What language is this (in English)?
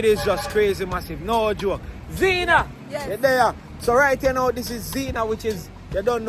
Jamaican Creole English